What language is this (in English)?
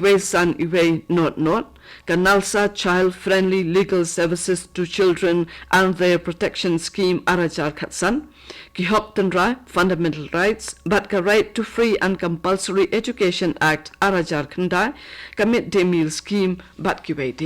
Khasi